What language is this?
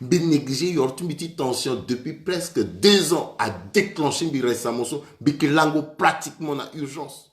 Sango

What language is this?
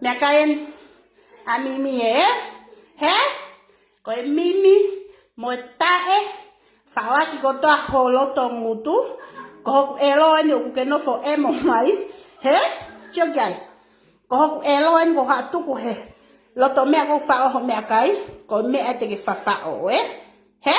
Tongan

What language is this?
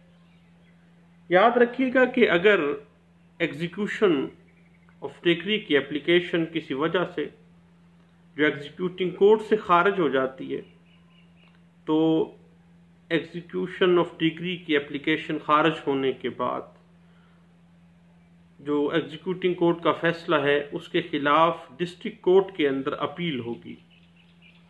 Urdu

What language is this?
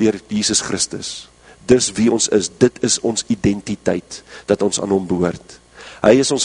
Afrikaans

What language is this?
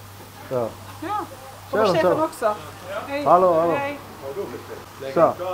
Swedish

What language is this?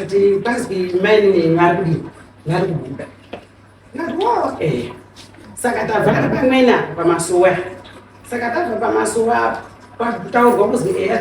Shona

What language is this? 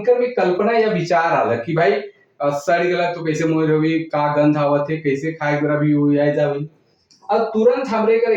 Sadri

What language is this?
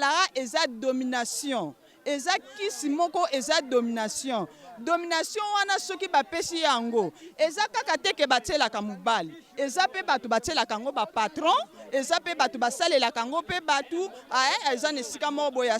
Lingala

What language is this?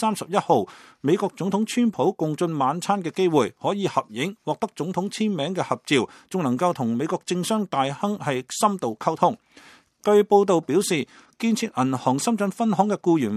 Cantonese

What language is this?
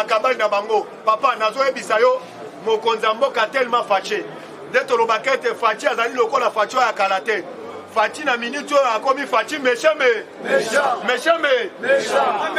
Lingala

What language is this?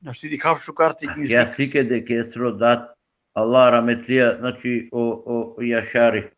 Balkan Romani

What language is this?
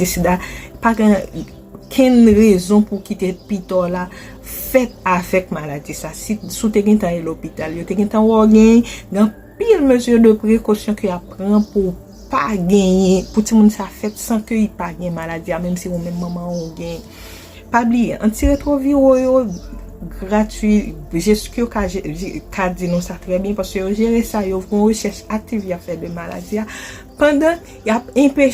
Haitian Creole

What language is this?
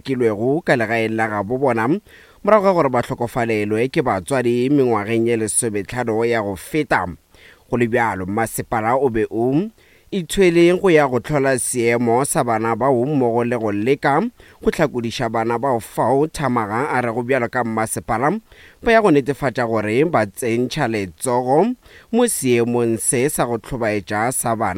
Northern Sotho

